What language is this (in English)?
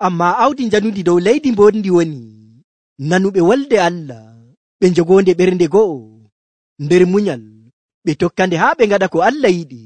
Nigerian Fulfulde